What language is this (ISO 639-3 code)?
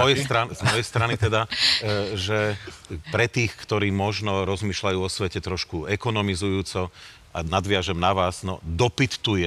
slk